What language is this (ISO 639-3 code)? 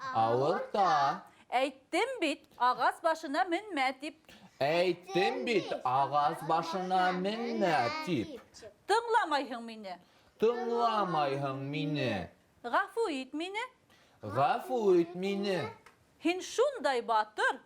bak